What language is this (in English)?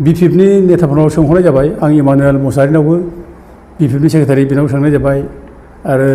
Bodo